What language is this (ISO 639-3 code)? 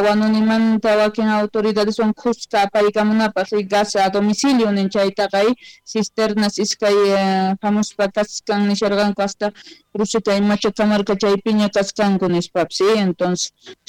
quh